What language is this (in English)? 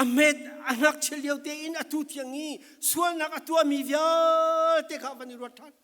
Falam Chin